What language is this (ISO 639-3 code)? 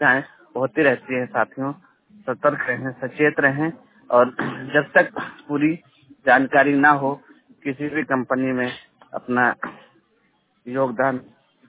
hin